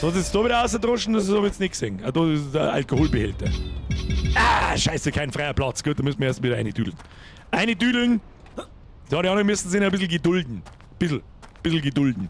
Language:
Bavarian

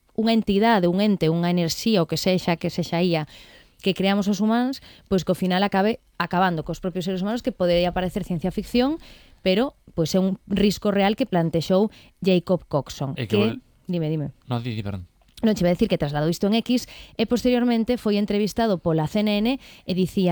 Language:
Galician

